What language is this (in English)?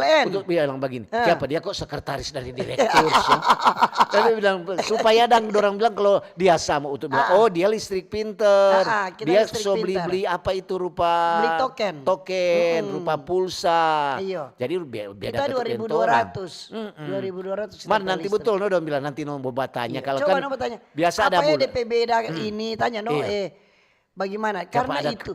Manado Malay